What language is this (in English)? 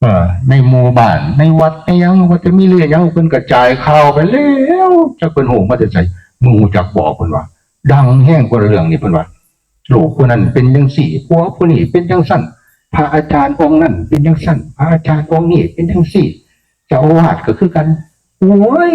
Northeastern Thai